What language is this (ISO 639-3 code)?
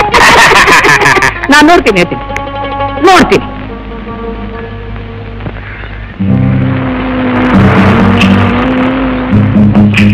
kan